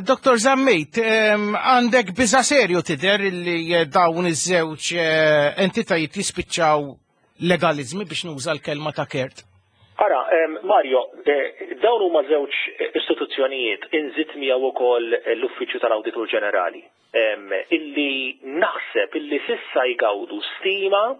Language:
Maltese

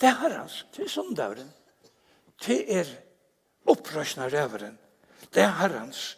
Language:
Faroese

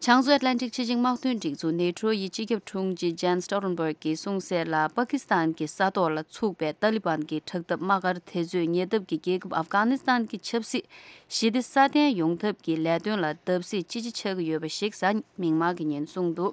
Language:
Tibetan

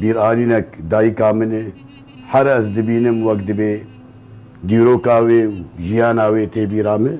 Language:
Kurdish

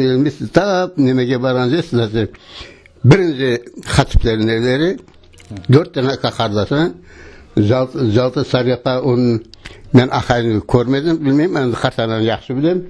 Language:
Crimean Tatar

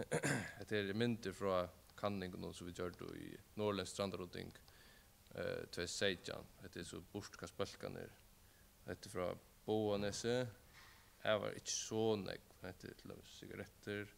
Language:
Faroese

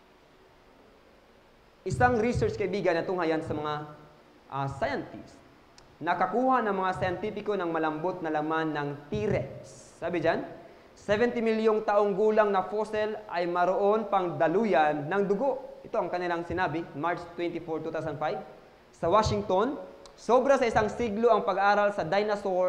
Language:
Filipino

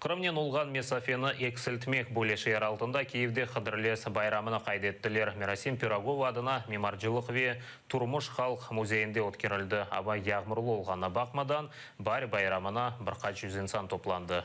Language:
Crimean Tatar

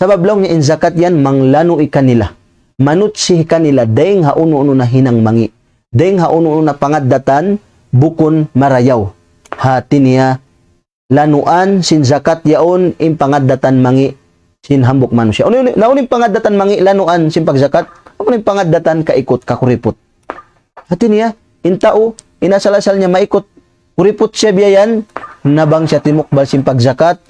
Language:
Tausug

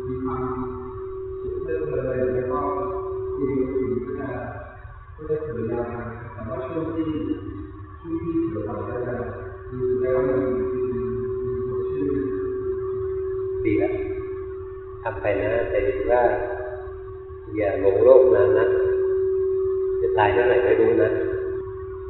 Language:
Thai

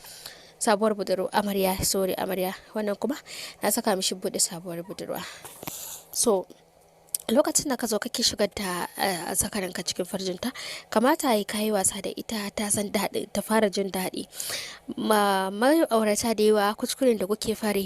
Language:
Hausa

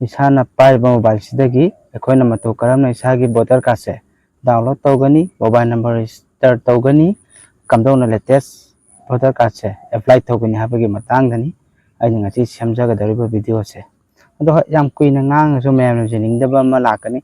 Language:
Manipuri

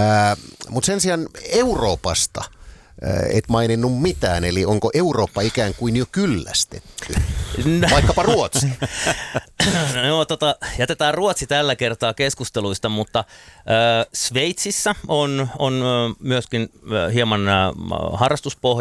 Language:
Finnish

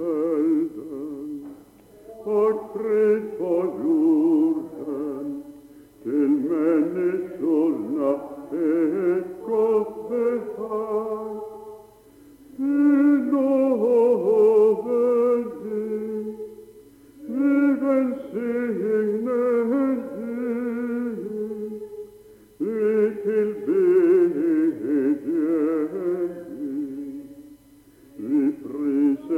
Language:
Swedish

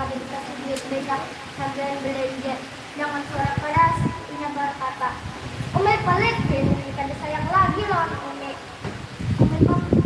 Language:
Banjar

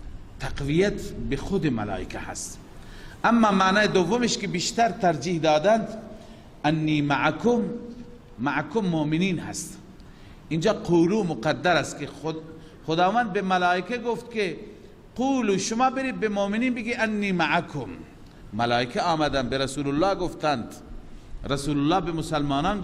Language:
Persian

